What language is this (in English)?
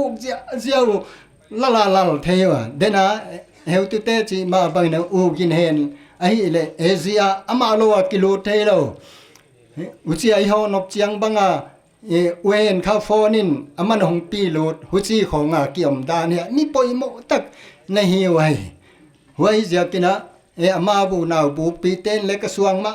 Paite Chin